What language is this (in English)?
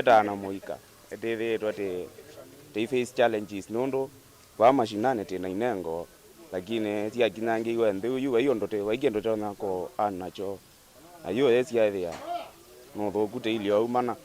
Kamba